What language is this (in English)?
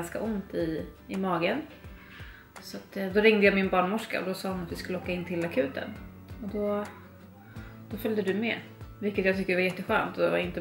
Swedish